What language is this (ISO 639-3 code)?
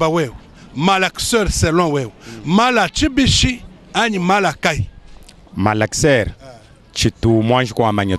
lua